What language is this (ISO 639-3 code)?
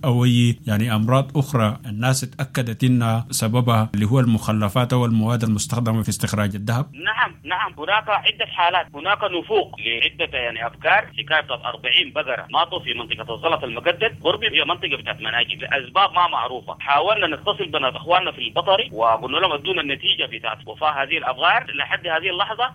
apd